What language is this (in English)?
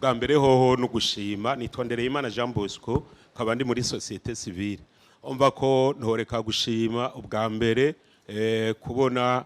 Rundi